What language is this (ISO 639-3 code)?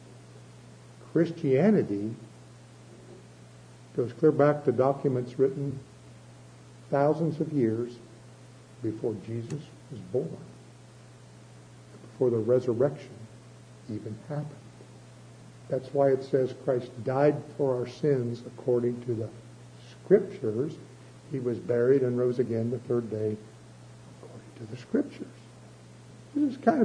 eng